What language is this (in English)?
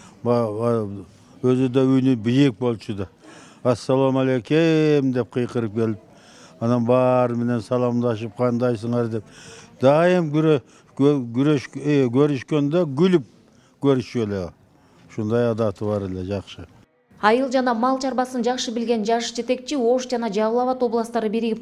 Kyrgyz